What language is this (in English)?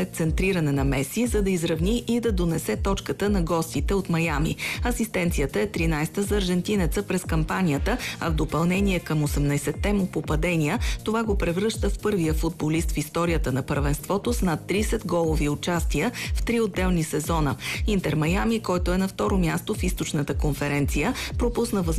Bulgarian